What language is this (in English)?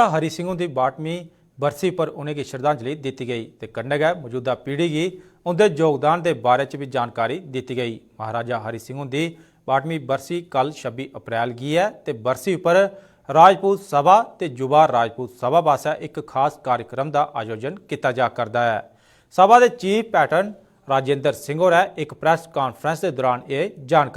Dogri